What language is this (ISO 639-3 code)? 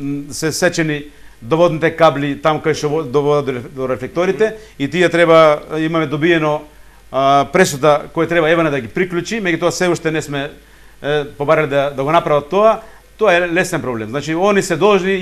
mkd